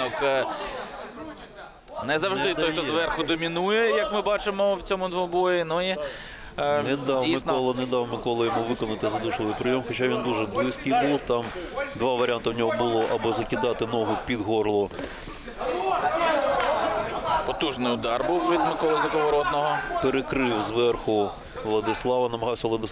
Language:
Ukrainian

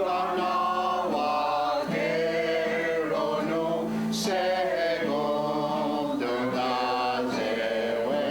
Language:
Mohawk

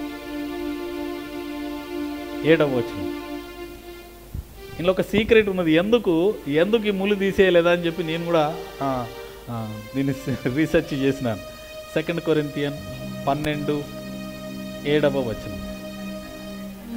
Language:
Telugu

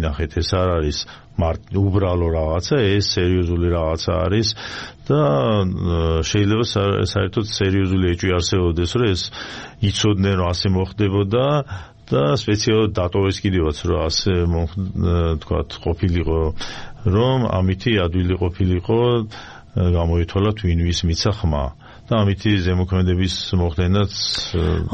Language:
Georgian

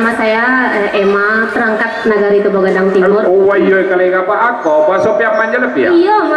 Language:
Minangkabau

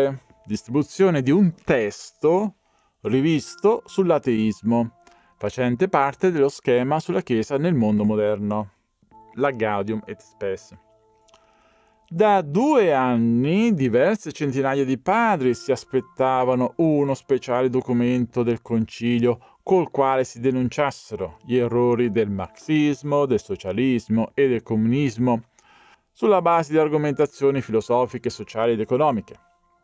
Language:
Italian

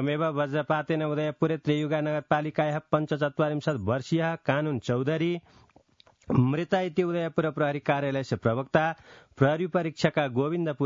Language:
Sanskrit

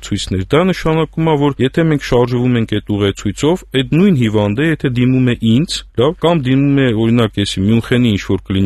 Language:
Armenian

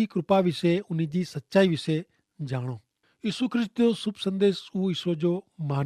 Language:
Kachhi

